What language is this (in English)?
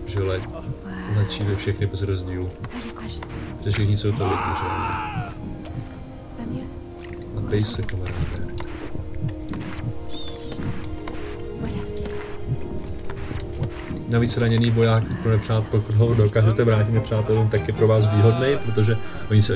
Czech